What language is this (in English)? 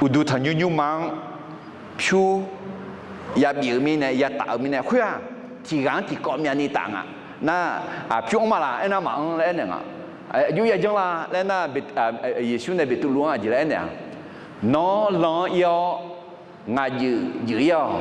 Akha